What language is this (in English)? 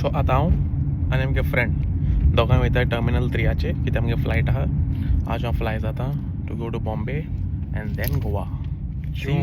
Konkani